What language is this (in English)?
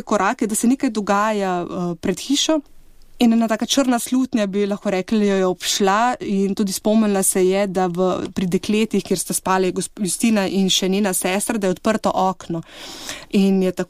Slovenian